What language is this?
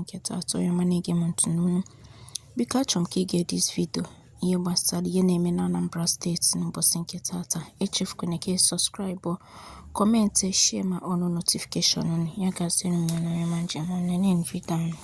Igbo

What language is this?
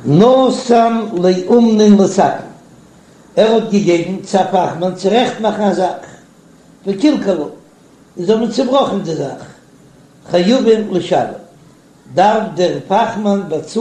Yiddish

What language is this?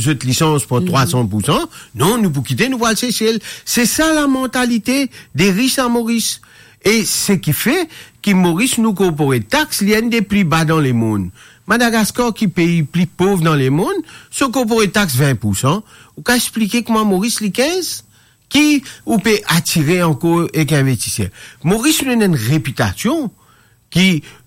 Morisyen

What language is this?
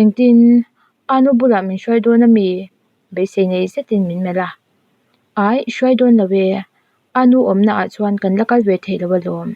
Mizo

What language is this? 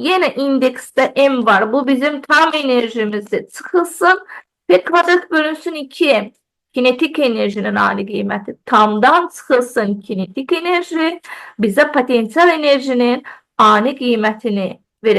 Azerbaijani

